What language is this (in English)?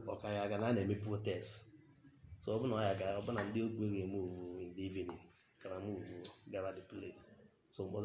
Igbo